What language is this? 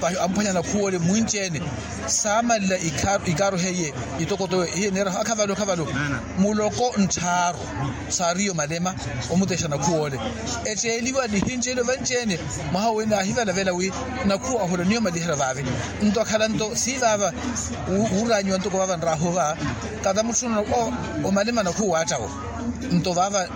Makhuwa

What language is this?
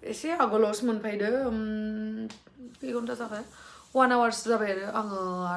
Bodo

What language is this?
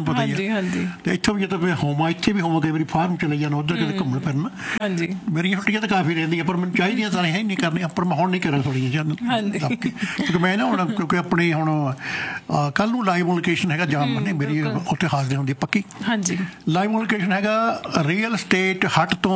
Punjabi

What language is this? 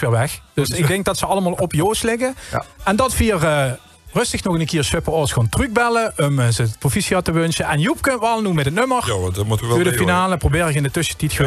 Limburgish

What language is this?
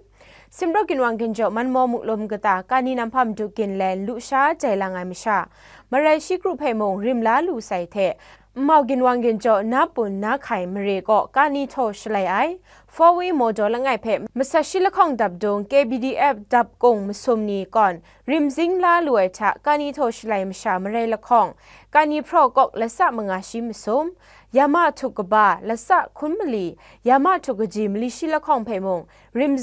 Kachin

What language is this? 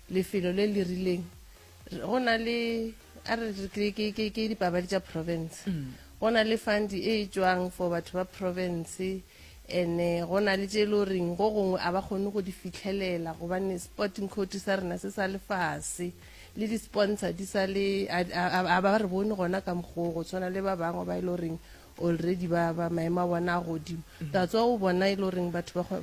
Northern Sotho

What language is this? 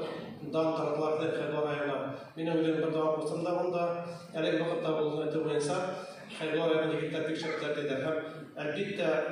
Bashkir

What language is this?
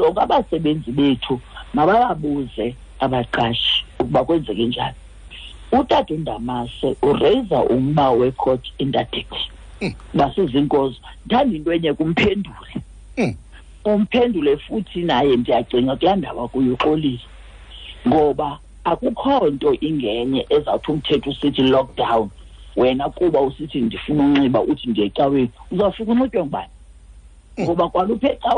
Xhosa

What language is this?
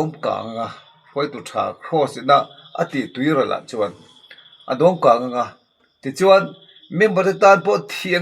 Mizo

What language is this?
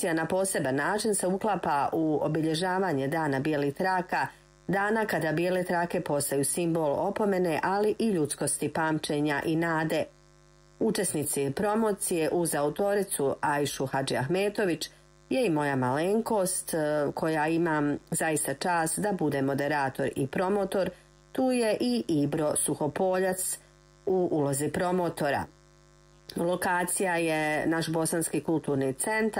Bosnian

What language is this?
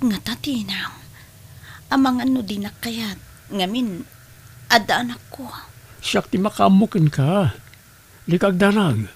Iloko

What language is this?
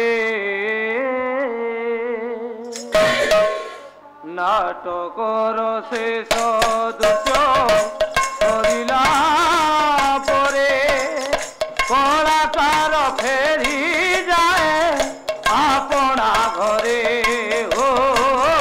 Odia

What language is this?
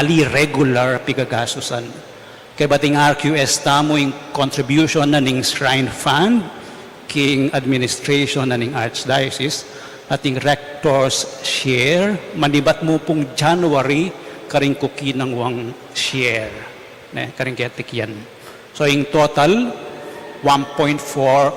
Pampanga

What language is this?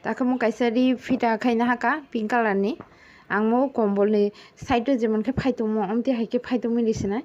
Kok Borok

